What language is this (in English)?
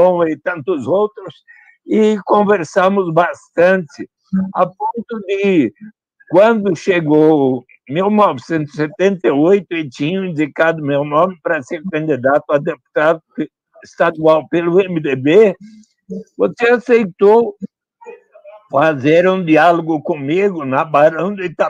Portuguese